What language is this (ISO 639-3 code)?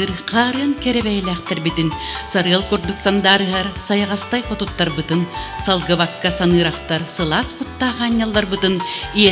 sah